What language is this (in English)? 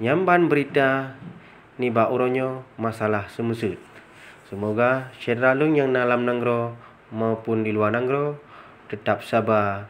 Achinese